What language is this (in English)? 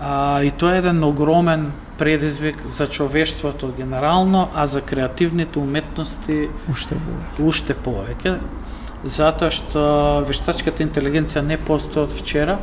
Macedonian